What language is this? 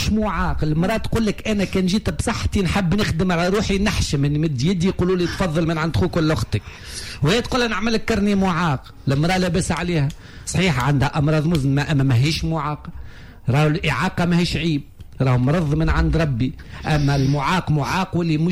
Tunisian Arabic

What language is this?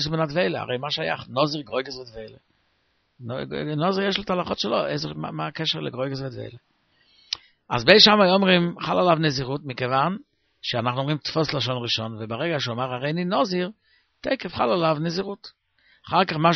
Hebrew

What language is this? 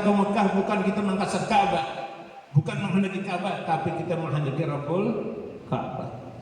Banjar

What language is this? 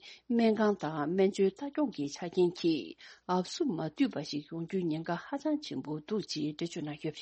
Tibetan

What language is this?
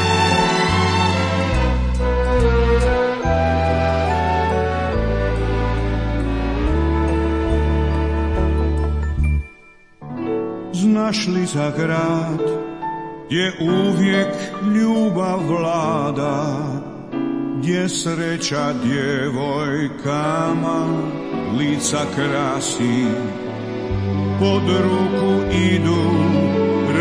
Croatian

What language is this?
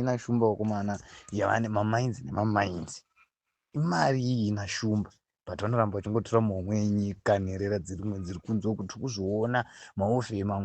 Shona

